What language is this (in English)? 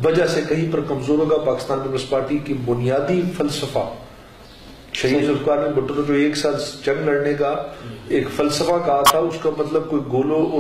Urdu